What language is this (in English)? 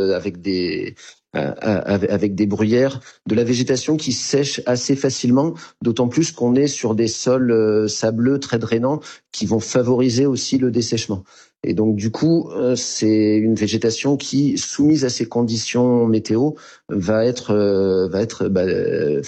French